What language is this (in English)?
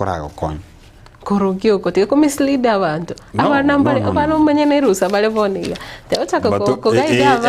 Gusii